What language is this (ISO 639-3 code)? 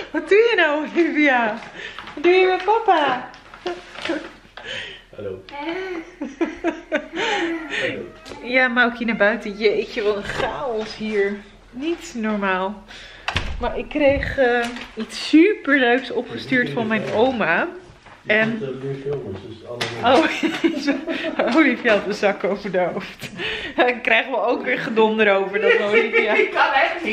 nld